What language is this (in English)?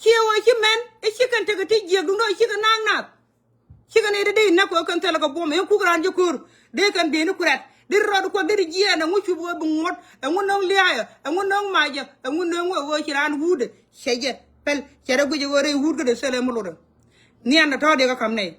Nuer